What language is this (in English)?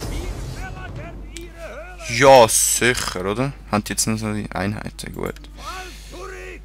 Swiss German